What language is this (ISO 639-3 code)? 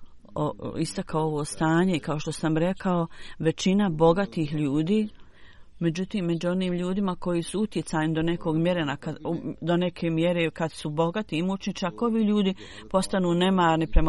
hrv